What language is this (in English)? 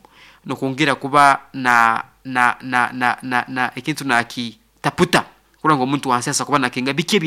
Nyoro